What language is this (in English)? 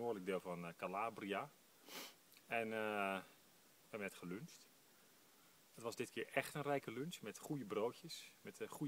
Dutch